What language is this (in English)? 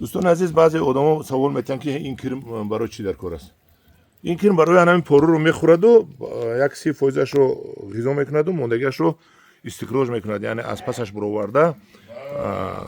Tajik